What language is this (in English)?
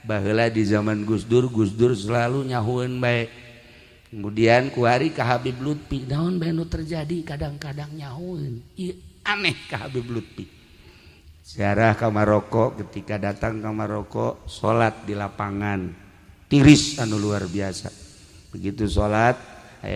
Sundanese